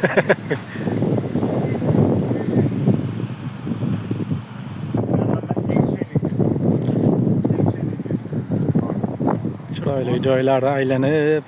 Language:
Uzbek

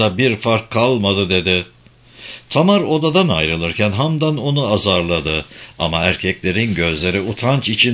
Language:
Turkish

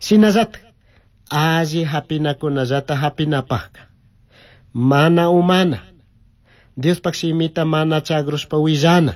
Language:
Chimborazo Highland Quichua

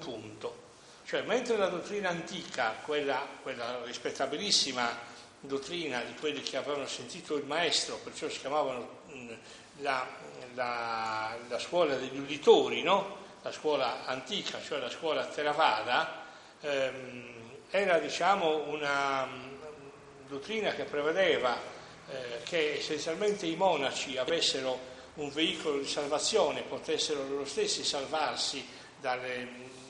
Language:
Italian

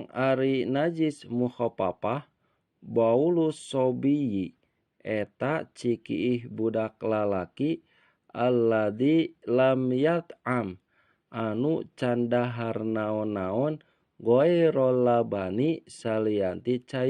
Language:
Sundanese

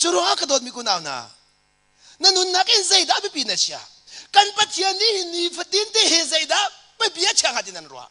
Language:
Hakha Chin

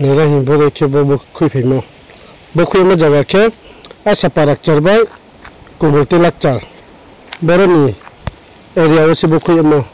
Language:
Riang (India)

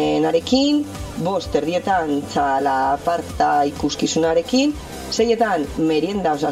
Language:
Basque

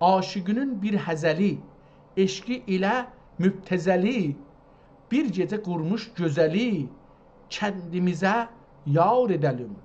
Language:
South Azerbaijani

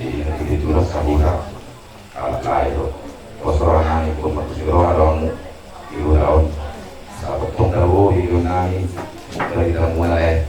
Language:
Batak Toba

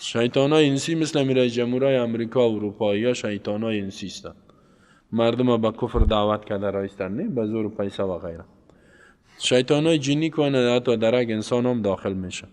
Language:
Persian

